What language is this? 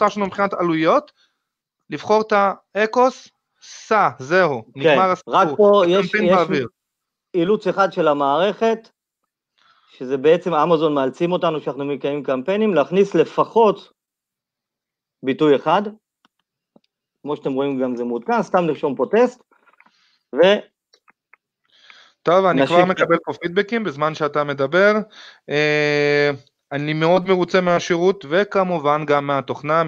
Hebrew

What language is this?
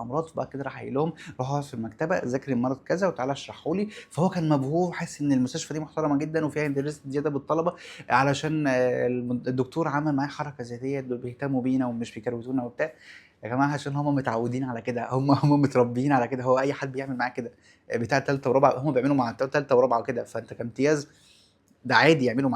Egyptian Arabic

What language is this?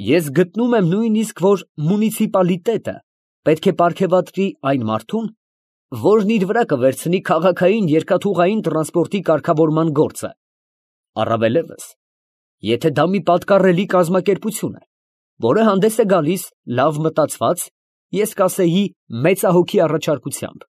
Armenian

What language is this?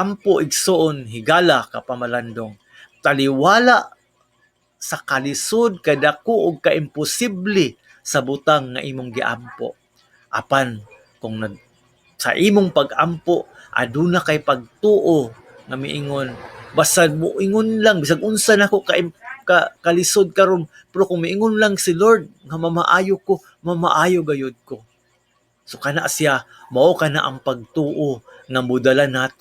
Cebuano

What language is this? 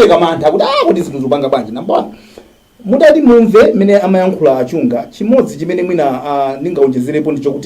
Nyanja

